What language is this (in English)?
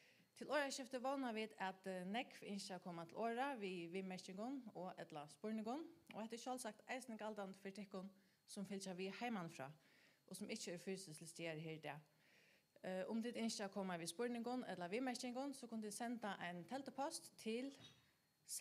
Faroese